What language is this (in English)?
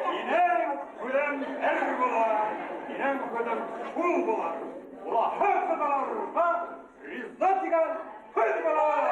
Bashkir